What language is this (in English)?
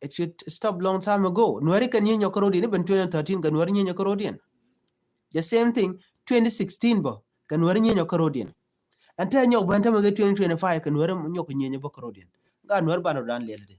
Nuer